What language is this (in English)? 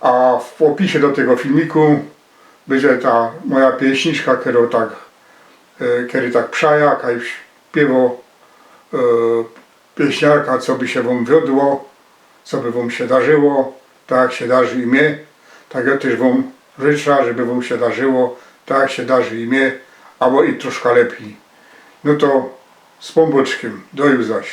Silesian